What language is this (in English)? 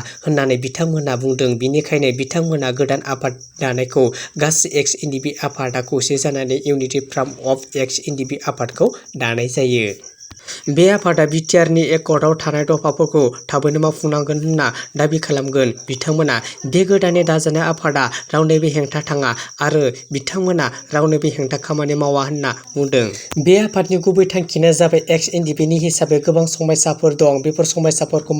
Bodo